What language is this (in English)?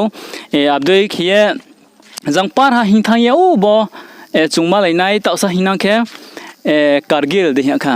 Riang (India)